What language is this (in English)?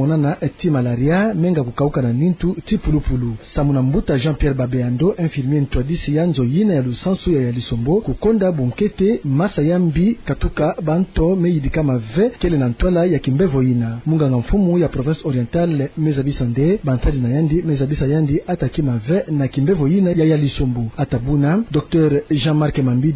Kituba (Democratic Republic of Congo)